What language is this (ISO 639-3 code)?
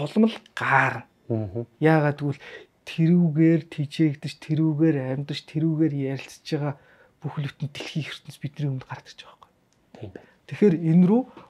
mon